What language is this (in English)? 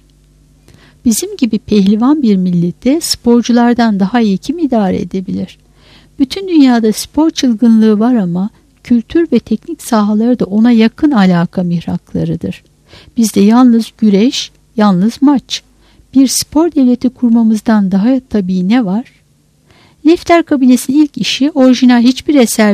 Turkish